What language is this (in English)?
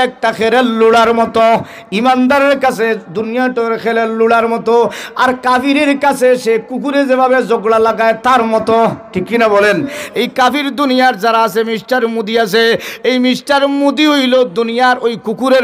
Sylheti